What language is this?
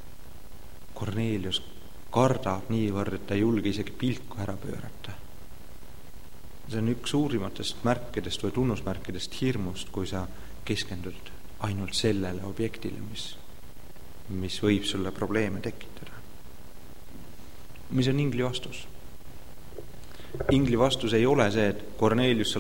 Estonian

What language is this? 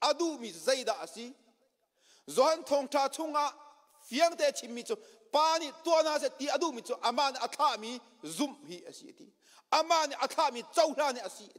Hakha Chin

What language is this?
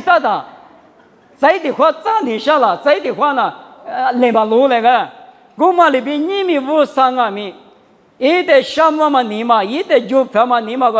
Lisu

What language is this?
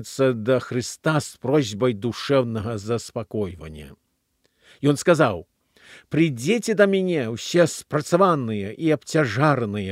Belarusian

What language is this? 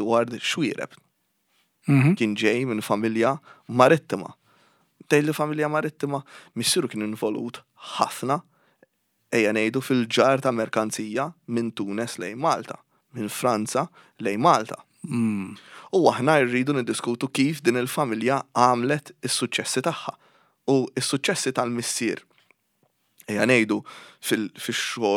Maltese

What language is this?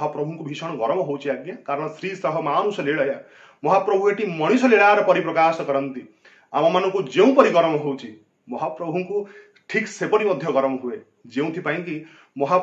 Odia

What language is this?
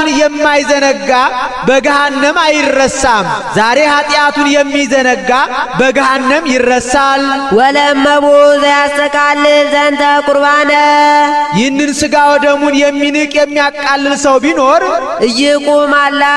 Amharic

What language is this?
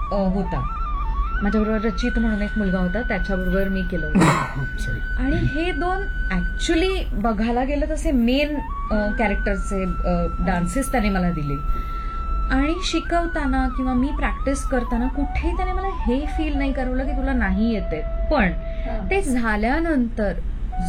Marathi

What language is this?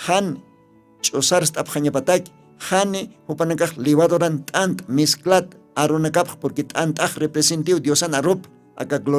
Aymara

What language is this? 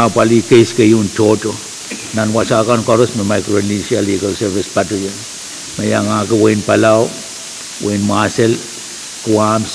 Pohnpeian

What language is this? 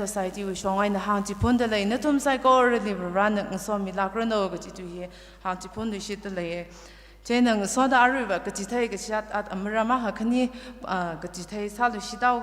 Tangkhul Naga (India)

